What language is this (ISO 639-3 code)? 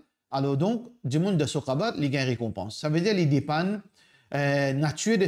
mfe